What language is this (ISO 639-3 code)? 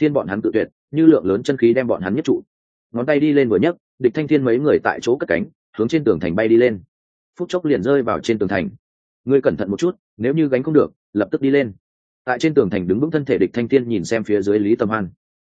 vie